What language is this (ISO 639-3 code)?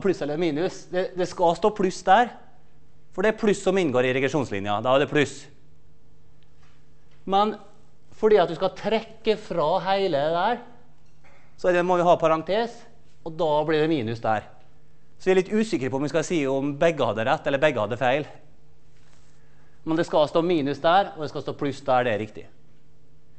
nor